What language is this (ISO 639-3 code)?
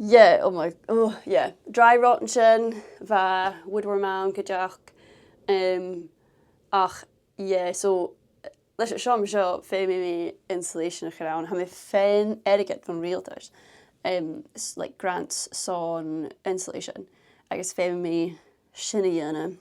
gla